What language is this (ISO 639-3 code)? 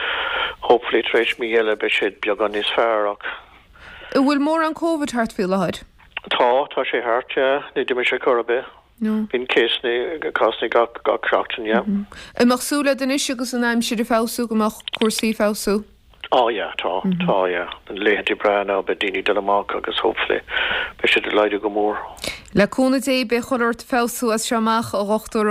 gle